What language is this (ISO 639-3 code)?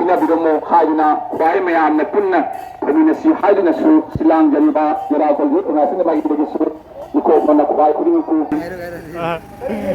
mni